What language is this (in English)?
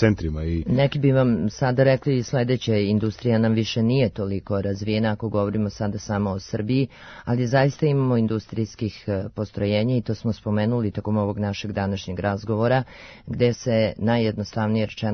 Serbian